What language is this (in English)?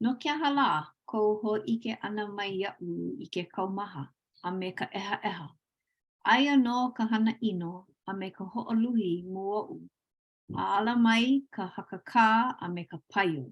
Hawaiian